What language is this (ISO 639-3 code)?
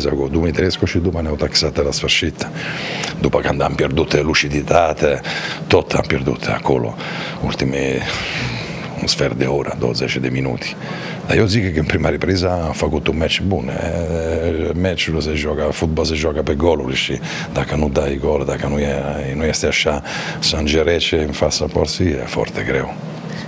ron